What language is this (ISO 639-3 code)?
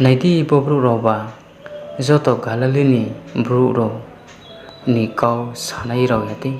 ria